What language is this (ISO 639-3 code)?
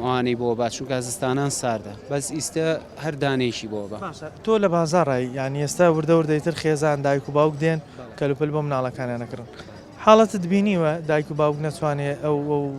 ckb